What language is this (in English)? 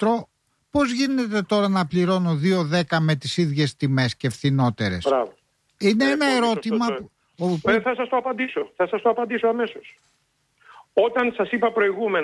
Greek